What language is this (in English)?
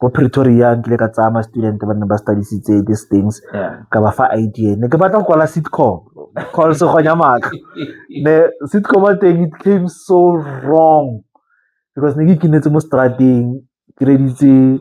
Tswana